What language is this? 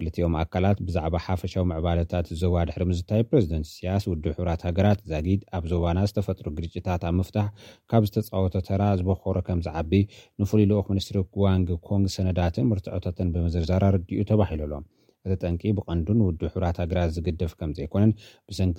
Tigrinya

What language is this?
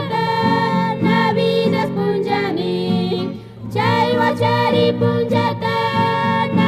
Chimborazo Highland Quichua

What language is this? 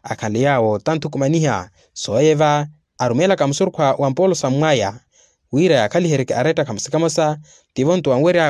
Makhuwa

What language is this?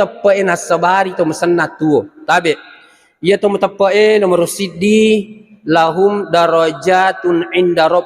Buginese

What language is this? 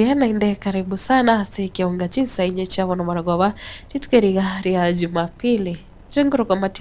Gusii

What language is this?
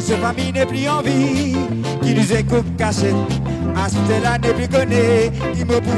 Réunion Creole French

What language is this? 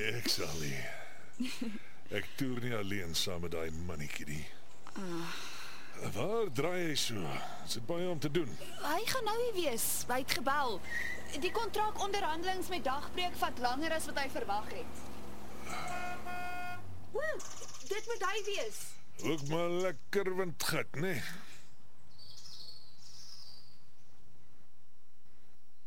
Afrikaans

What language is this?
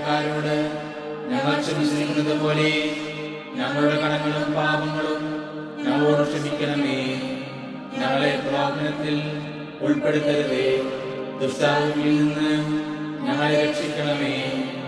Malayalam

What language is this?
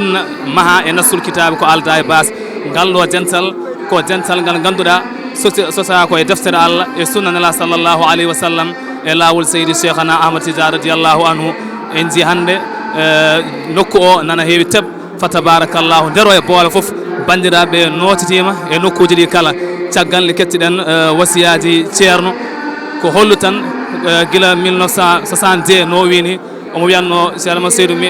Fula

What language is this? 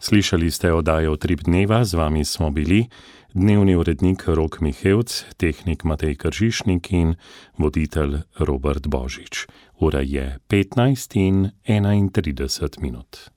Slovenian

